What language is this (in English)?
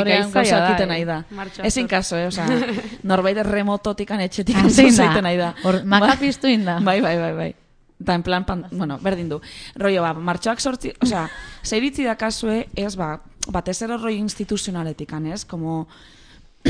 Basque